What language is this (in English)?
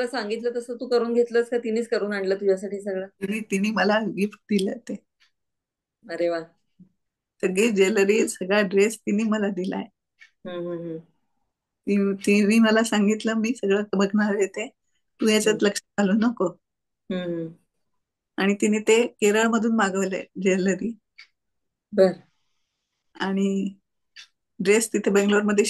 Marathi